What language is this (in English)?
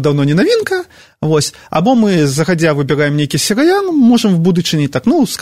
Belarusian